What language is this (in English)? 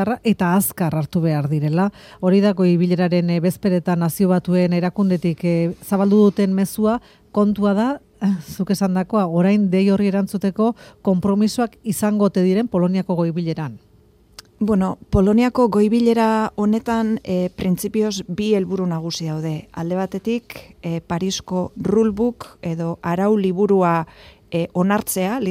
Basque